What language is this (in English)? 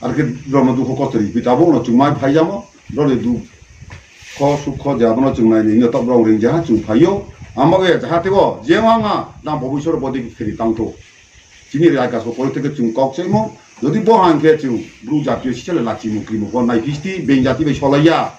Riang (India)